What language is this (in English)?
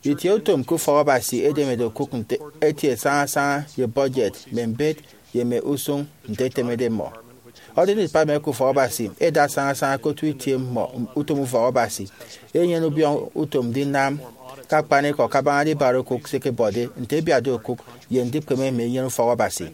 Efik